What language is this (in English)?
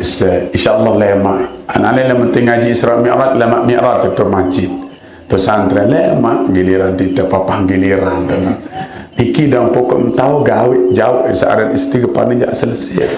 Sasak